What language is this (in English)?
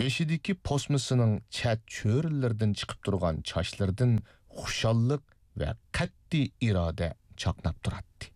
Uyghur